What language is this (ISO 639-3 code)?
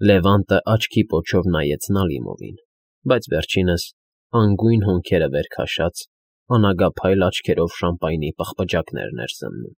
hye